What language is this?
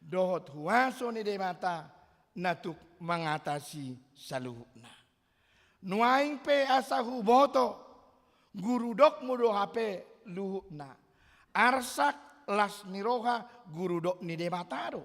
Batak Toba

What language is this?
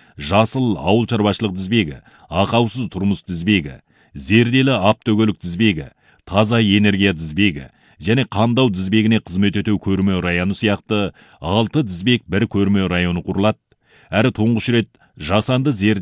Kazakh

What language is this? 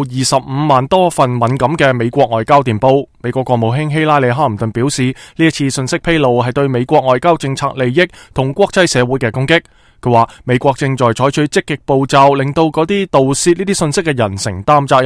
Cantonese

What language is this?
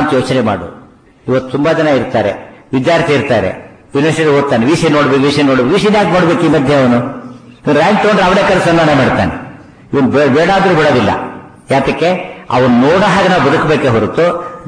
Kannada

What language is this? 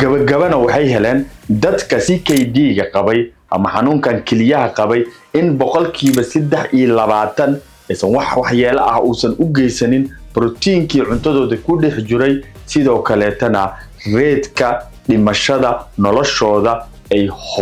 Somali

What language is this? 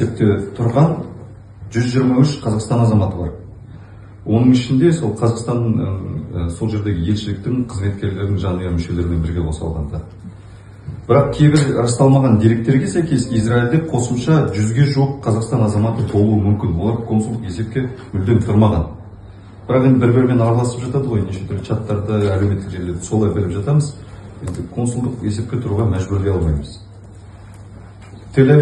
Kazakh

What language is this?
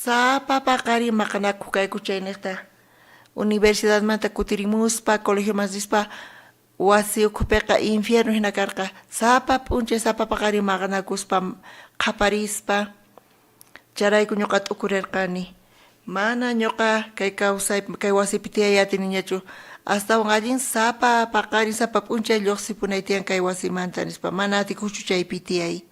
South Bolivian Quechua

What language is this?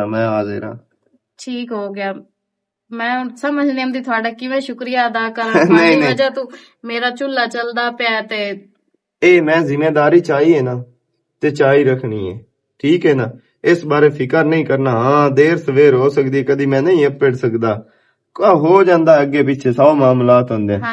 Western Panjabi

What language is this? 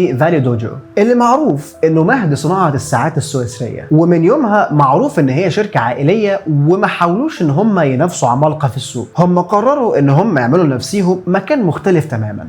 Egyptian Arabic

